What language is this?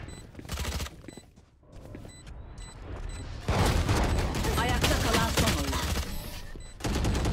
Turkish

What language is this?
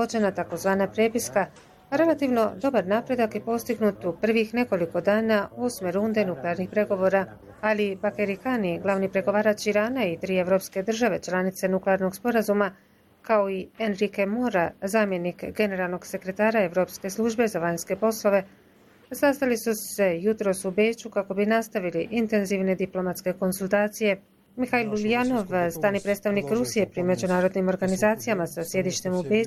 Bosnian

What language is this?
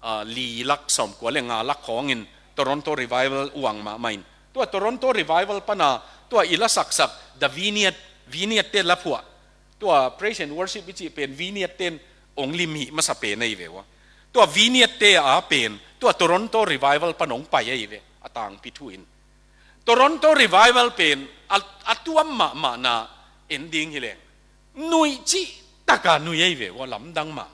Tedim Chin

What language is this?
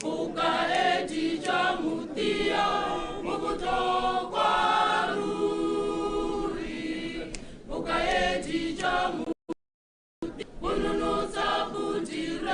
Tswana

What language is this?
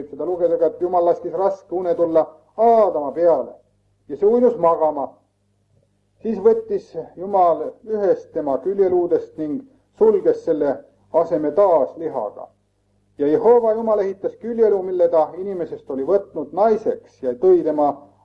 Estonian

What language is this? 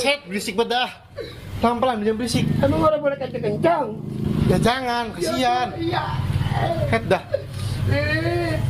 Betawi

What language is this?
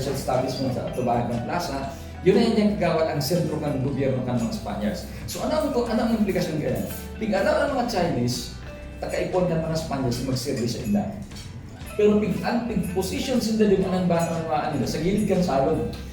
Bikol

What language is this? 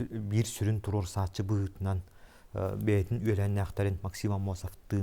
Yakut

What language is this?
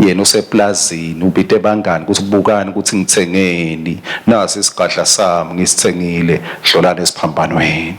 Swati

